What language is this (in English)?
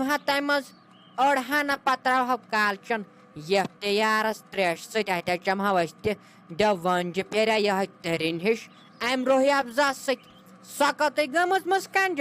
Kashmiri